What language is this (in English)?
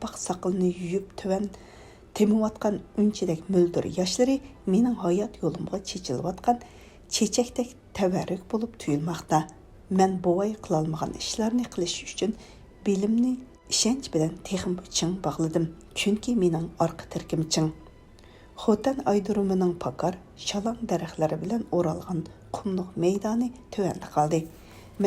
Uyghur